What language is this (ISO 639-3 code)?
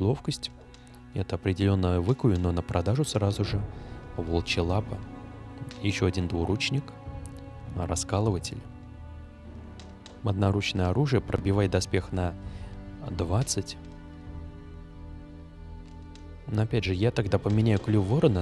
rus